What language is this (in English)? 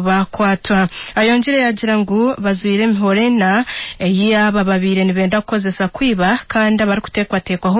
Nyankole